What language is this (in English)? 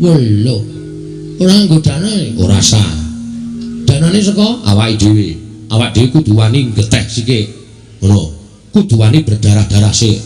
Javanese